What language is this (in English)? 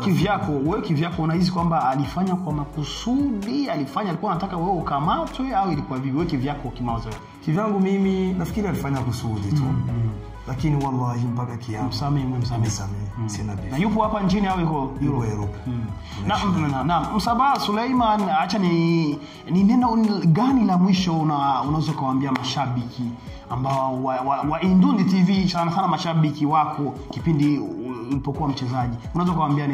Swahili